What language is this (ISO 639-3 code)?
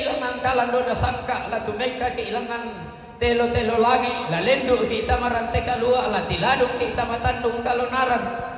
sda